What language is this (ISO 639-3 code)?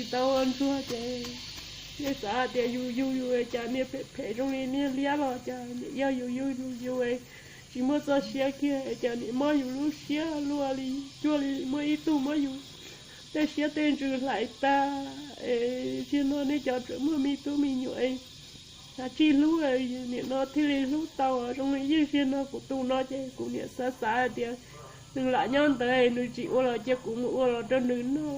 hmn